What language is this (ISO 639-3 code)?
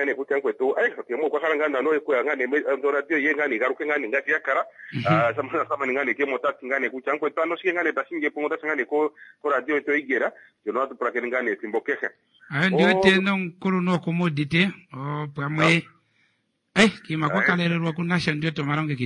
kua